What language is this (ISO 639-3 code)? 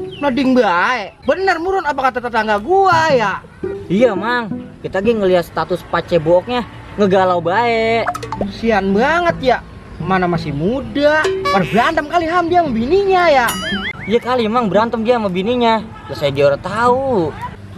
bew